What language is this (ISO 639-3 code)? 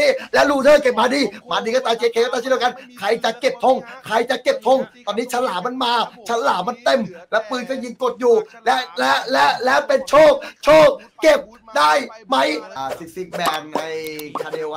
tha